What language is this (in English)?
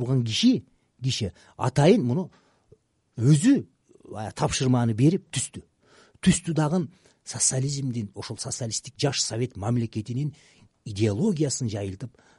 Kyrgyz